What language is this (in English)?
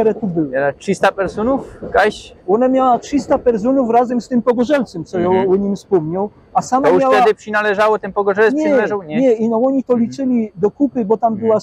Silesian